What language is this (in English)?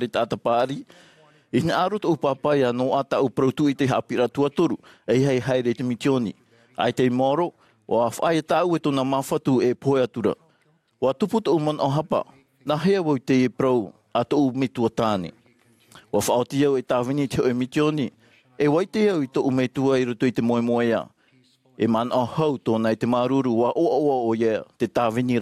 Tahitian